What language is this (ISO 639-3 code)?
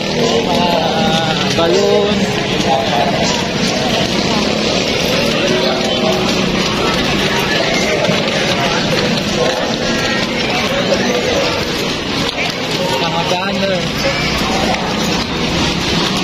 fil